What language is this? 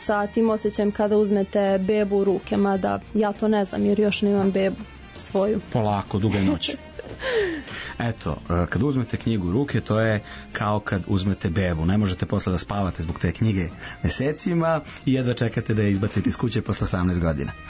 Serbian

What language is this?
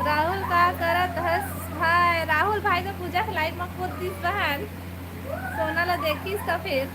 Chhattisgarhi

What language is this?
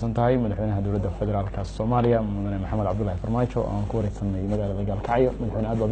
Somali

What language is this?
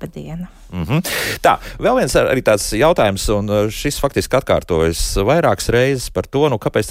Latvian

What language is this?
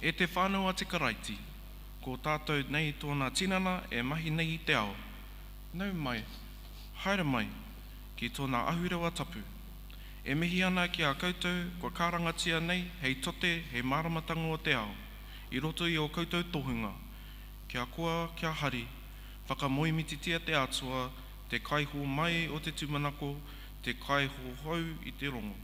Māori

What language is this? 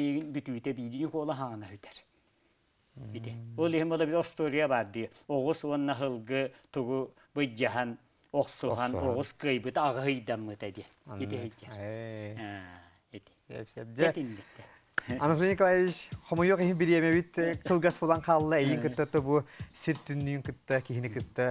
Yakut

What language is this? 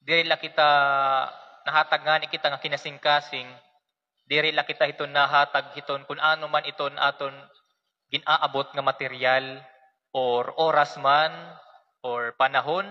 Waray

